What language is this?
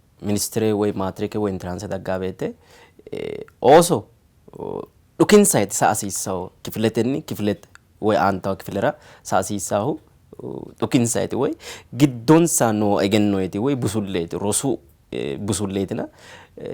Sidamo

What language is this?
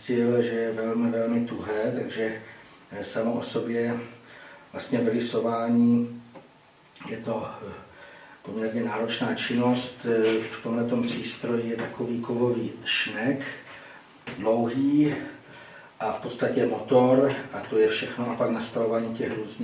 Czech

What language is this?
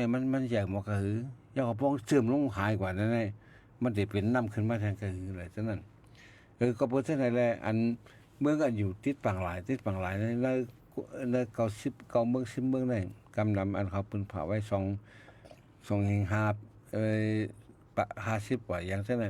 Shan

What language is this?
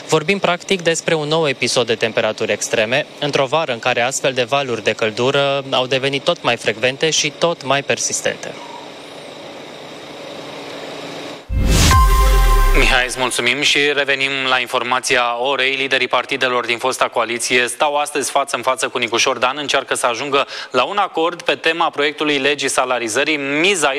Romanian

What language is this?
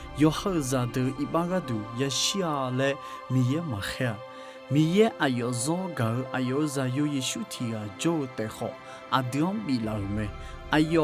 Akha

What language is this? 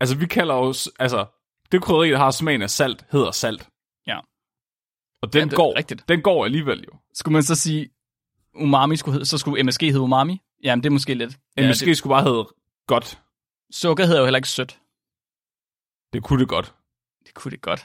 Danish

